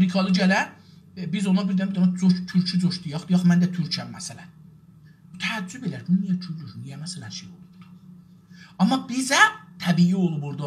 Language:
South Azerbaijani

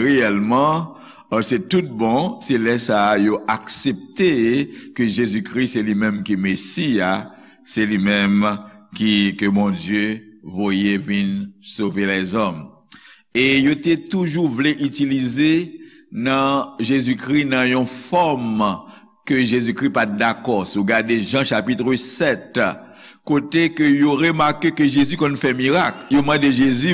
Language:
Haitian Creole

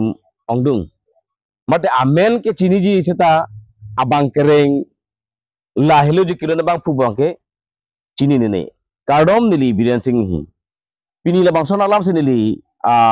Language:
Karbi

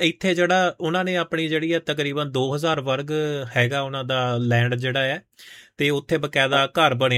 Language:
Punjabi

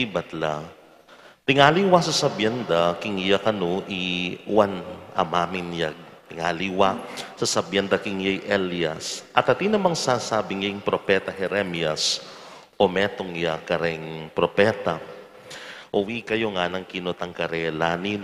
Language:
Pampanga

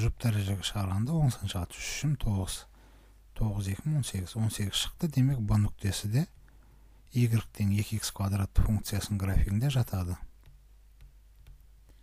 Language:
Kazakh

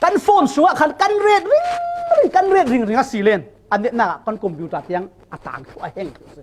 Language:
Falam Chin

